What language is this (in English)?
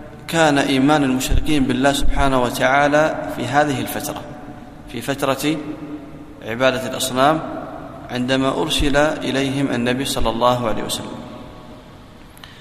Arabic